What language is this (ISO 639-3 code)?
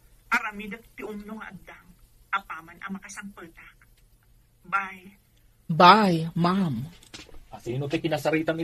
ilo